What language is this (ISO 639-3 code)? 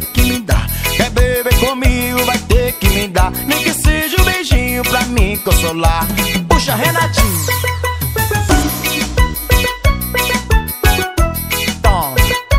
por